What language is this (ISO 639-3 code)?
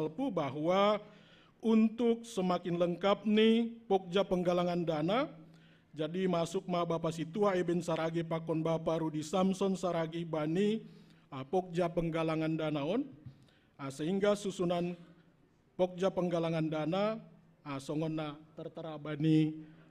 bts